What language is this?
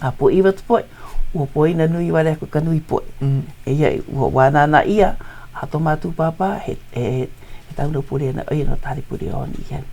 Hawaiian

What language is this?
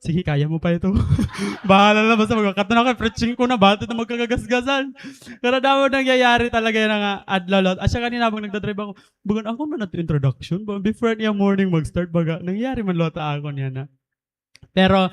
Waray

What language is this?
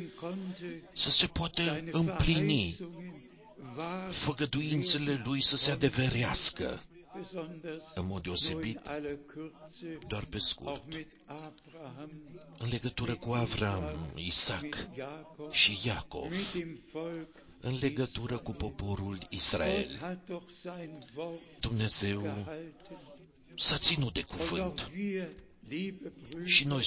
Romanian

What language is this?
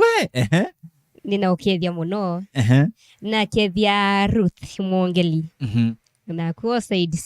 Kamba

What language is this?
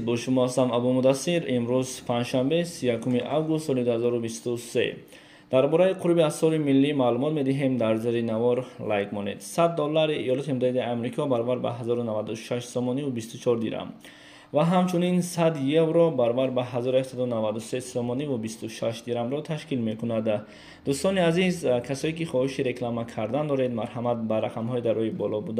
Tajik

